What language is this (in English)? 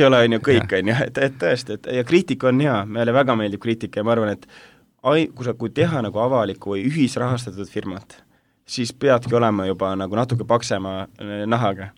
Estonian